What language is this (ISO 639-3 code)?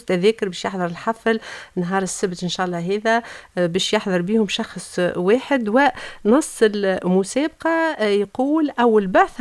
aeb